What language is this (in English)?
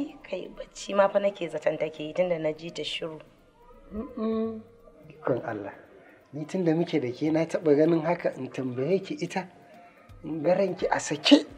Hausa